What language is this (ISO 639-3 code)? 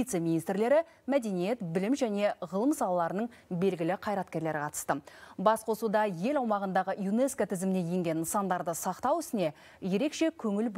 kaz